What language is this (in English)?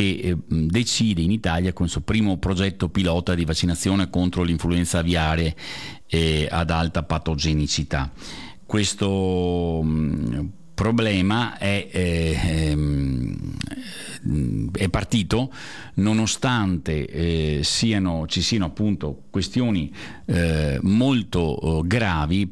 Italian